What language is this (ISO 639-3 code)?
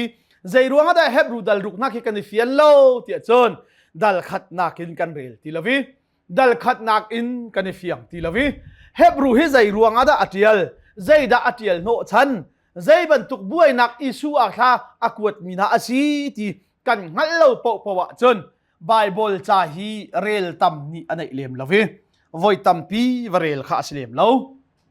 cnh